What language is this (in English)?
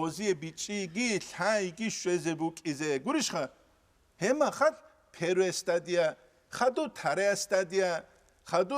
Avaric